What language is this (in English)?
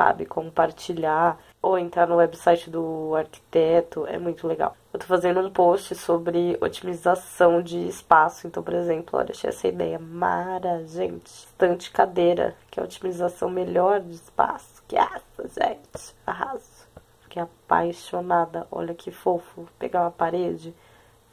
Portuguese